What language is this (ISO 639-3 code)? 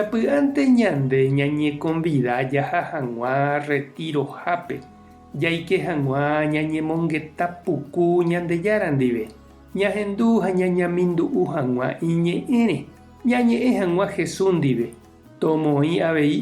grn